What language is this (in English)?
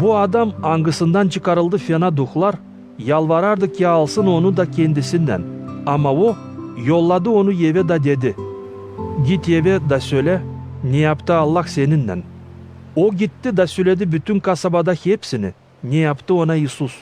Gagauz